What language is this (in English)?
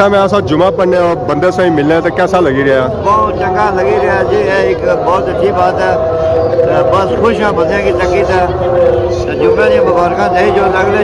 Pahari-Potwari